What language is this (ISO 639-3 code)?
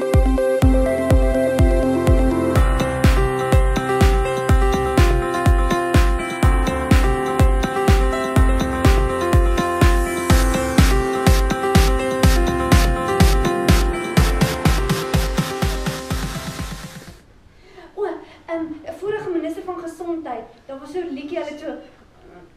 afr